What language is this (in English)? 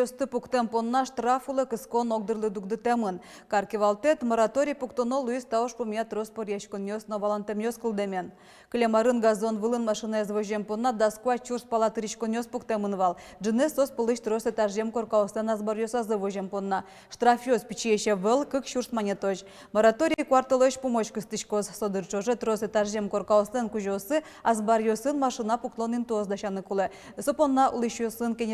Udmurt